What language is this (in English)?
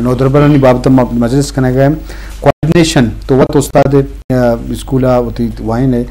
Eastern Balochi